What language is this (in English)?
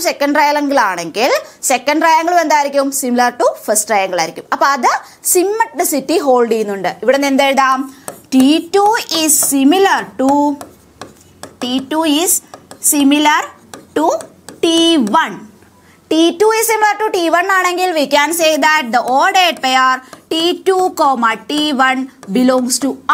Malayalam